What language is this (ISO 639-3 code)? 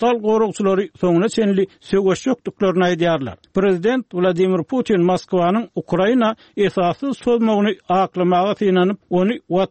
tuk